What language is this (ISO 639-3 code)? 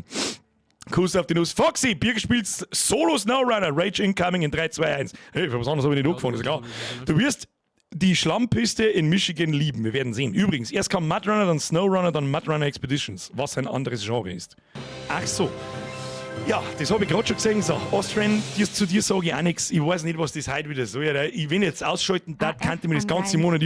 bar